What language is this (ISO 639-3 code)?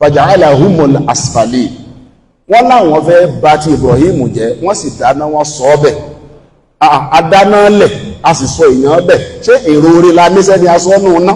yor